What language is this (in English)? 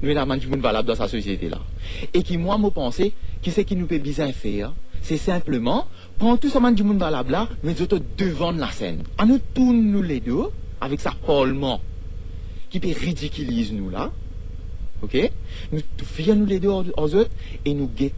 Morisyen